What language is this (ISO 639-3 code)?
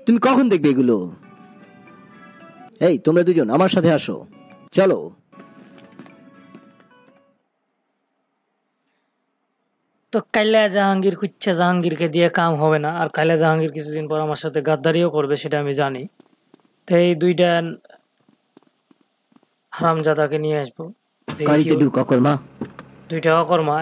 ben